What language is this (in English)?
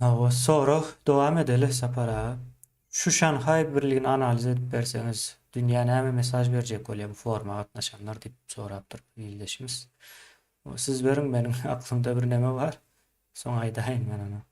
Turkmen